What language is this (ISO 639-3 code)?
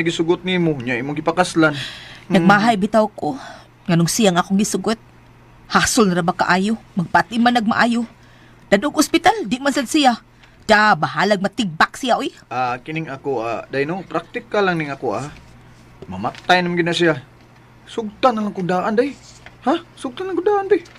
ceb